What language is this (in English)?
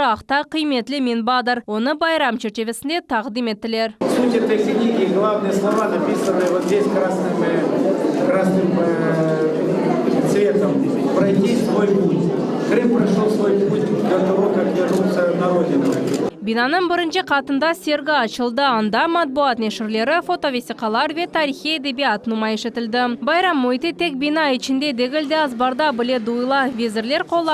Crimean Tatar